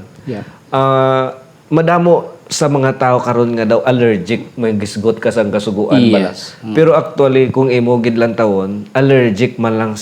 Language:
Hiligaynon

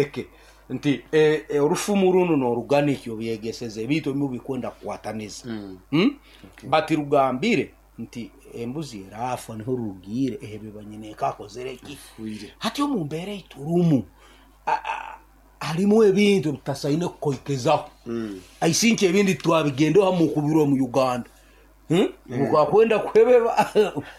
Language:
Nyoro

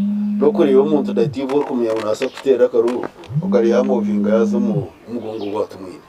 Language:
Nyankole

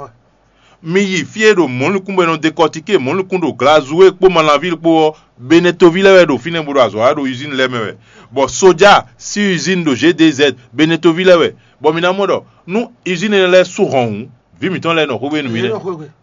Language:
Fon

